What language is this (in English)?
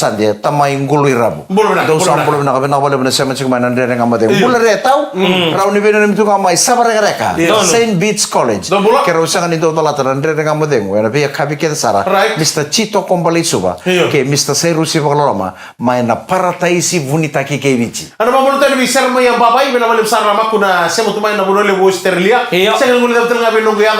Fijian